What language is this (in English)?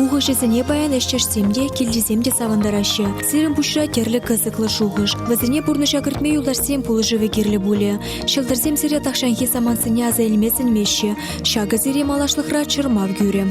Chuvash